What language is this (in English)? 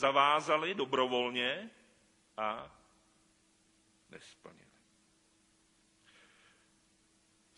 Czech